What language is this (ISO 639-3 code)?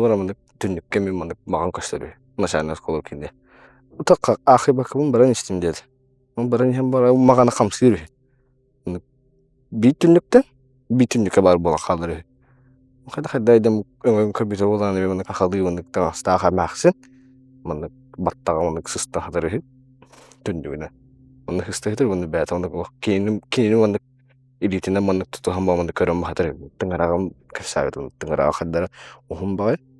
sah